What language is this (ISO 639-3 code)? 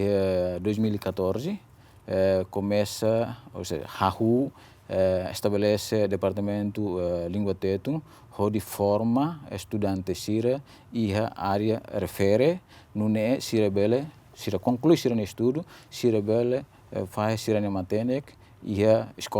tet